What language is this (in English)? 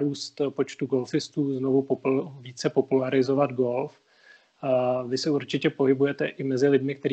Czech